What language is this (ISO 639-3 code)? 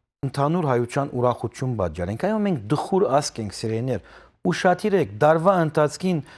hyw